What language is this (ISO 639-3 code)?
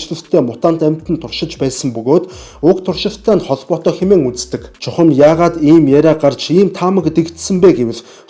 mon